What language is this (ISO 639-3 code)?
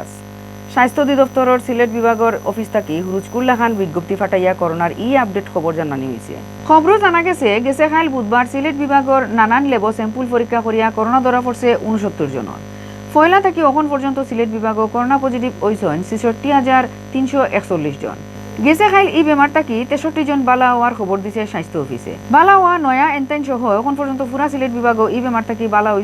syl